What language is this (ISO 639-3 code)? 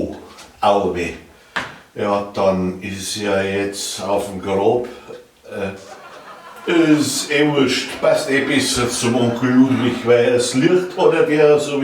bar